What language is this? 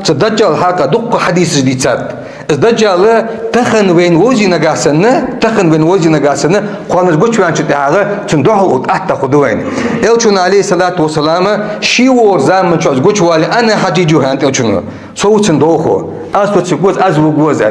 Ingush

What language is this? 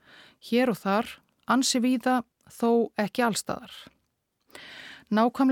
Icelandic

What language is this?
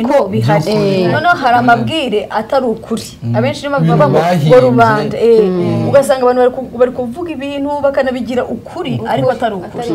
Kinyarwanda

